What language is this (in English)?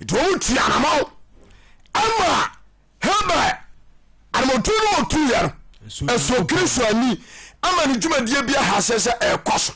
Akan